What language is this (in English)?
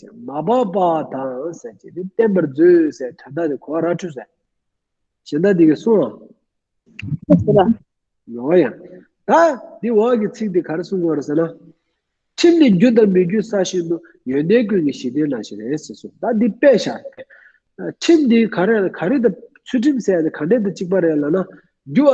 Tibetan